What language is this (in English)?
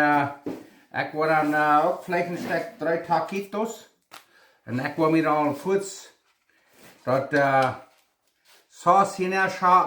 Plautdietsch